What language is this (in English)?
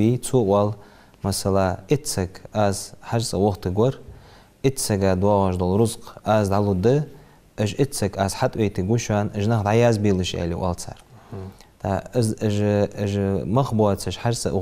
Ingush